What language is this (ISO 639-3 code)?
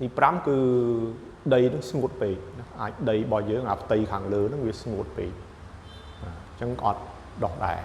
khm